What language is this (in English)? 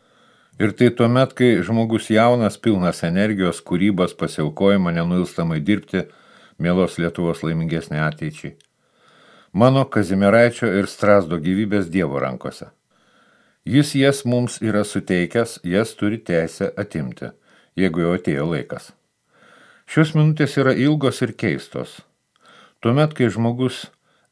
Lithuanian